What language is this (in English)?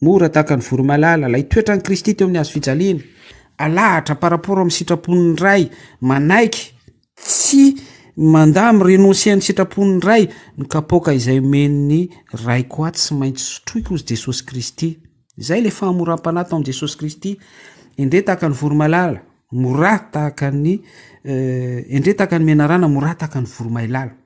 Malagasy